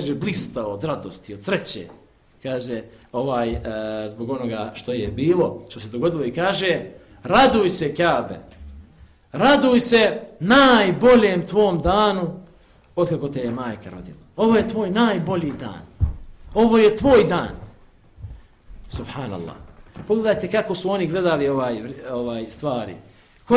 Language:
Bosnian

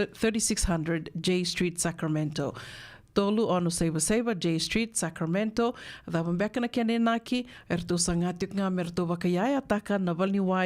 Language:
Fijian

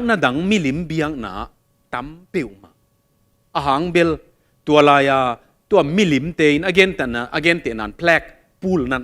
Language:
Tedim Chin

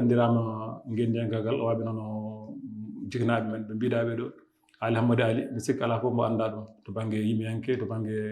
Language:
Fula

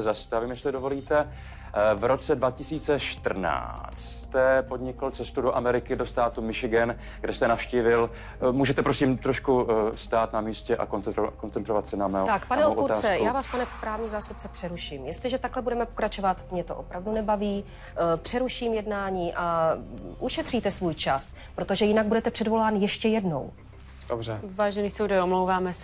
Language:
Czech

